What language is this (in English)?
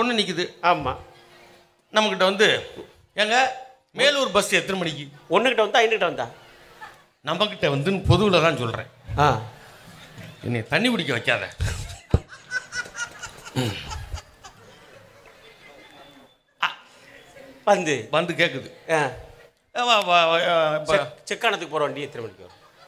Tamil